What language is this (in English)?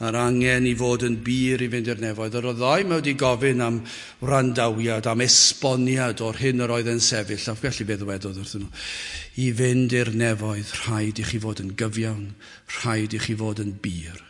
Welsh